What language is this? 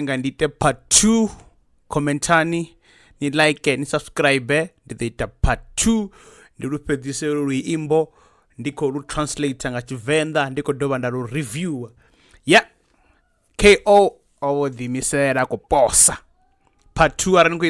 Venda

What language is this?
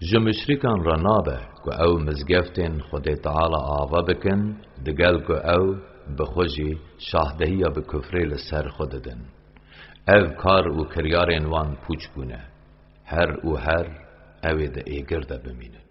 Kurdish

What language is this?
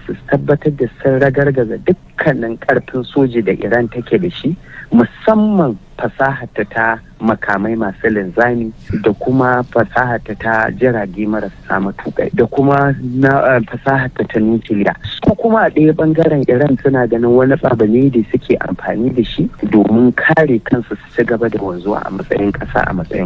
Hausa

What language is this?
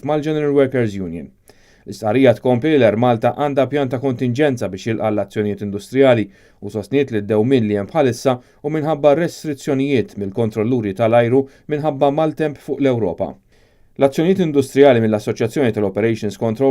Maltese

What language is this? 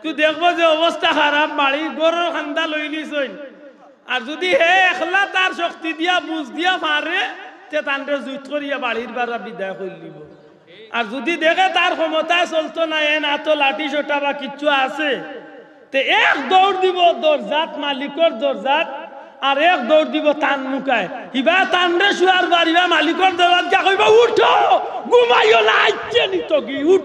Sylheti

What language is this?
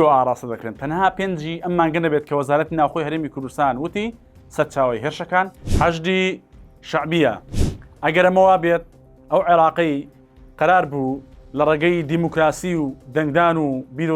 Central Kurdish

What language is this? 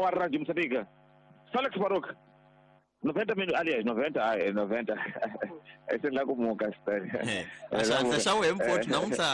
Tsonga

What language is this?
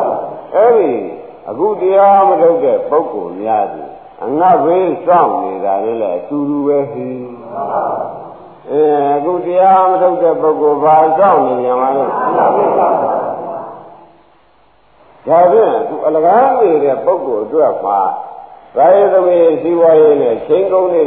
Burmese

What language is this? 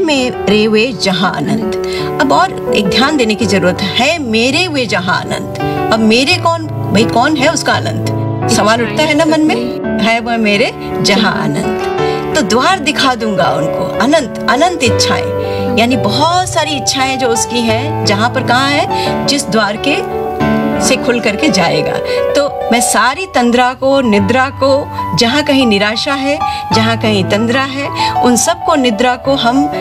Hindi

